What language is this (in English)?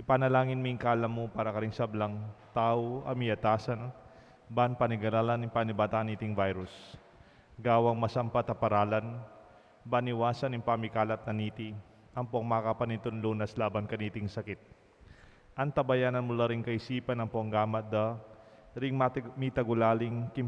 Pampanga